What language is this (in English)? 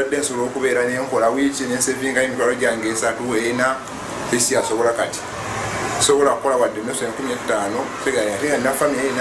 Ganda